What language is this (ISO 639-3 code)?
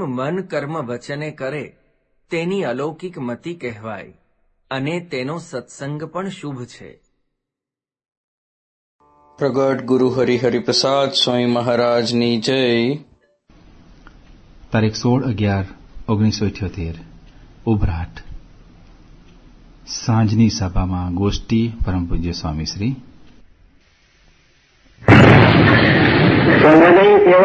guj